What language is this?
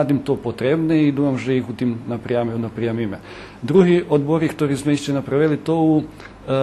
Rusyn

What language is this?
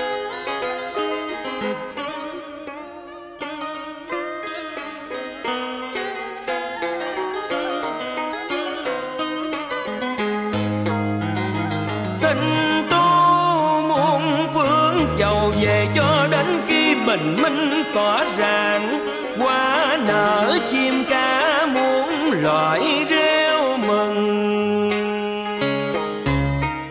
Vietnamese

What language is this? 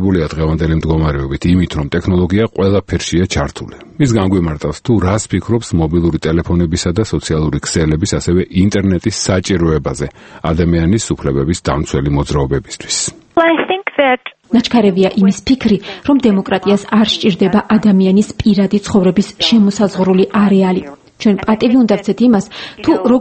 Georgian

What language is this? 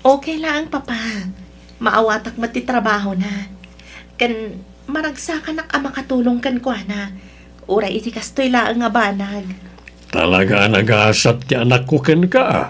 Iloko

